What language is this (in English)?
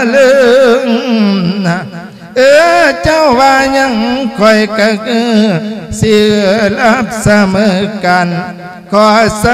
Lao